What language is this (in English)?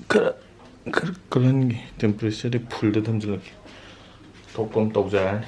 Manipuri